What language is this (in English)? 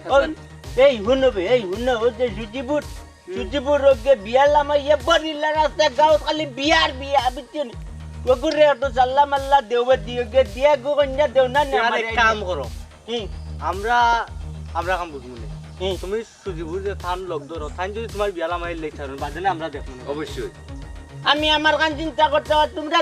Sylheti